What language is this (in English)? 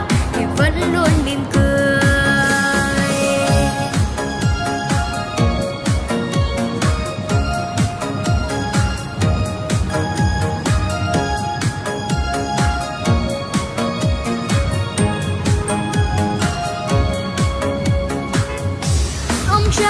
Vietnamese